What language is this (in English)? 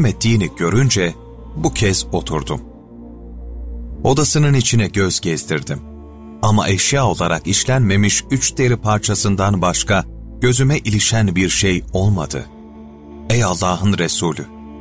Turkish